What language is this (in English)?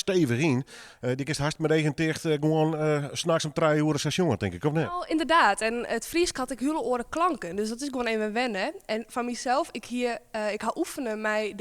Western Frisian